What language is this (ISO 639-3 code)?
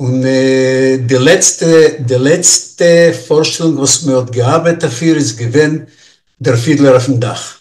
yid